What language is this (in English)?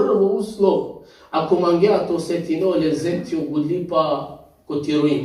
Balkan Romani